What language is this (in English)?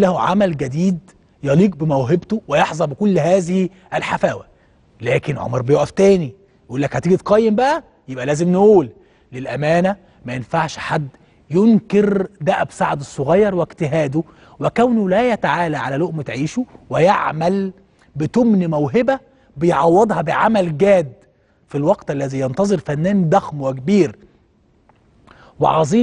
Egyptian Arabic